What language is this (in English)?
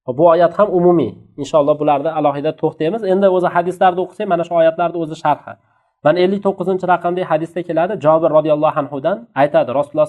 Uzbek